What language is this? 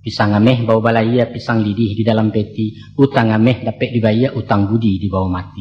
Minangkabau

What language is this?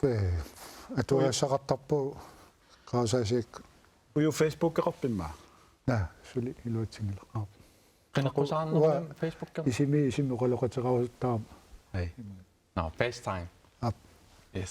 Kalaallisut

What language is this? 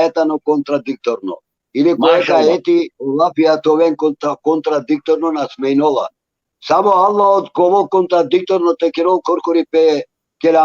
Balkan Romani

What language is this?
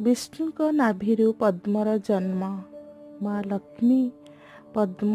Odia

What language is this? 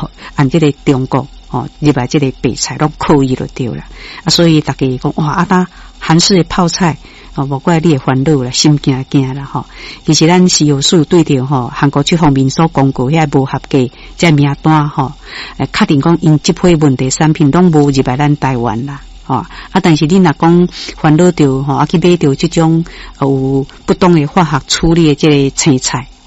Min Nan Chinese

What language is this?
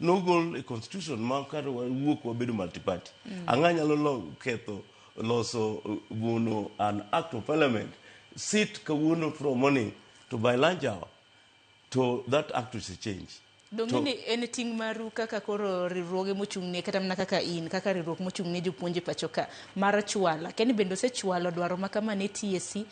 Luo (Kenya and Tanzania)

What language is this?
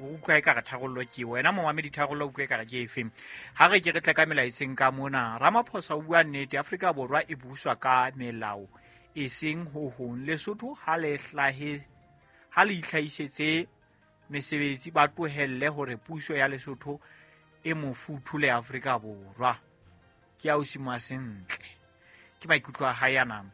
Southern Sotho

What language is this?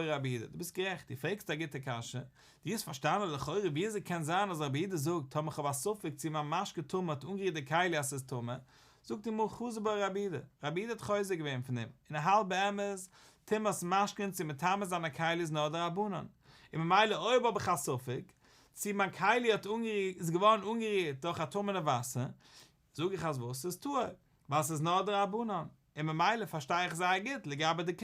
Yiddish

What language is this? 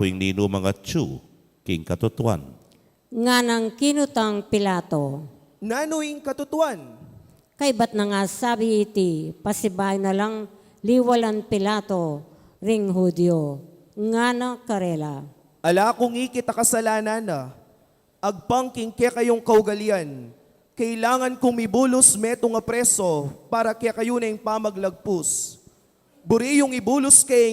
Pampanga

